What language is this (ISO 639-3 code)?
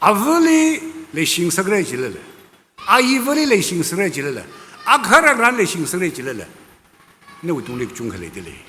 nmf